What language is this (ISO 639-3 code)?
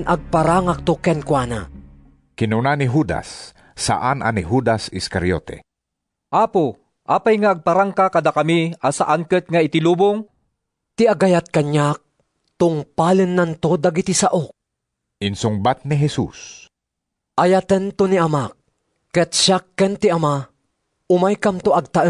ilo